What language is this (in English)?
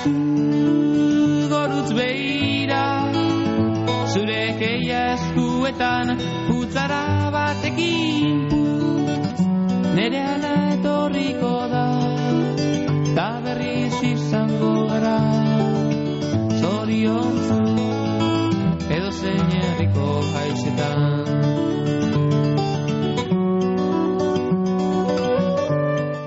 Basque